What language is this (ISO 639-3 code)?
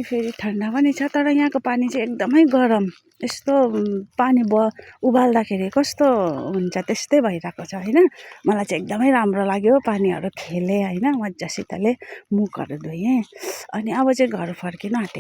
nep